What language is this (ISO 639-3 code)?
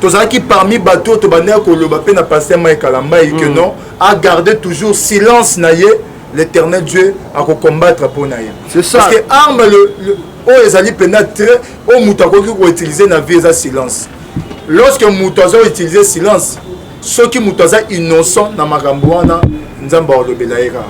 lin